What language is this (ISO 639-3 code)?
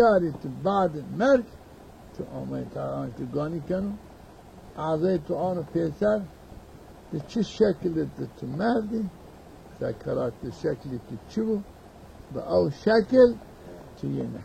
zza